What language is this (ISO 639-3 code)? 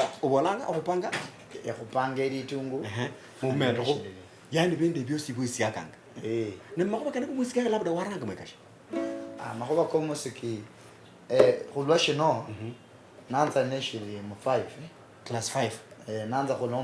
luy